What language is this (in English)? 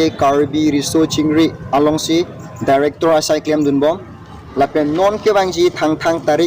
Karbi